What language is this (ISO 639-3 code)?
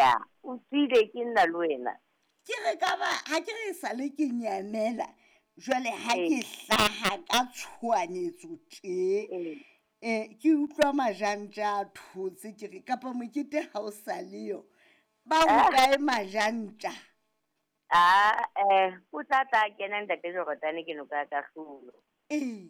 sot